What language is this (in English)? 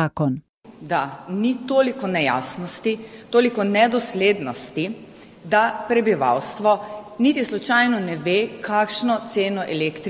Slovenian